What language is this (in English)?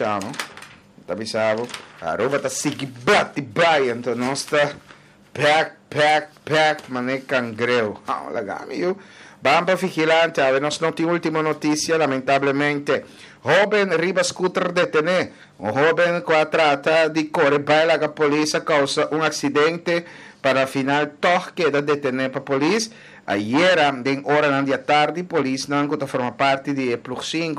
Papiamento